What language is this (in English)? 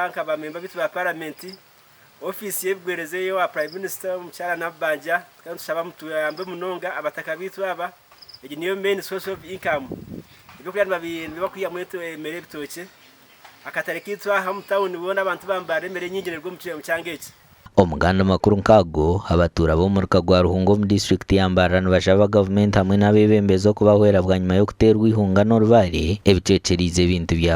Nyankole